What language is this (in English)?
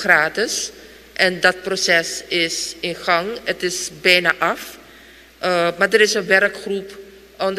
Dutch